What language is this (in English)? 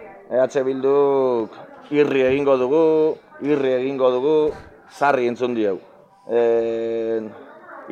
Basque